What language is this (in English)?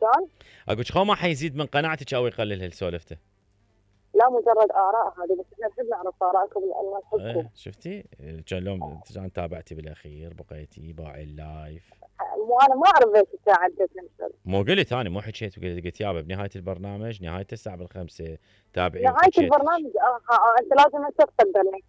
Mesopotamian Arabic